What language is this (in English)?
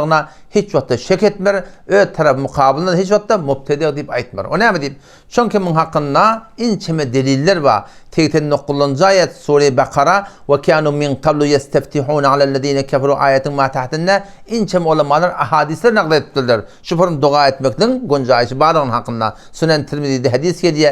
Turkmen